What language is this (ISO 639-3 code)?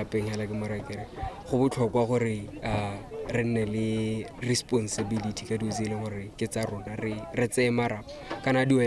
tsn